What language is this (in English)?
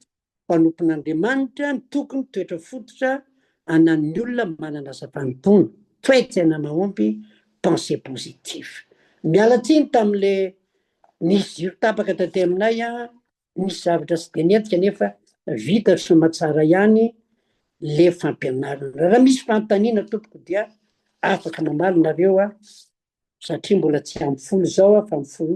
Malagasy